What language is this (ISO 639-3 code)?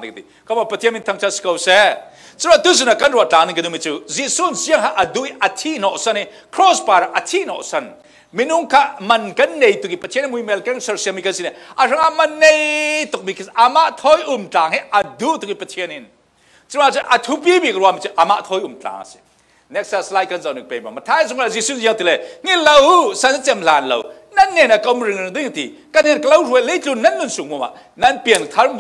cfm